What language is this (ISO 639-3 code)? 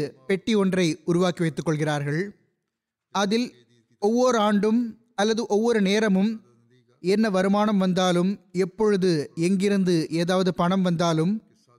tam